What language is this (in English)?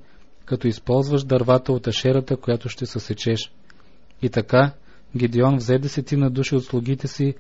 Bulgarian